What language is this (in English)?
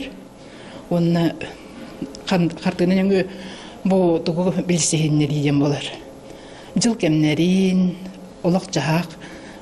Yakut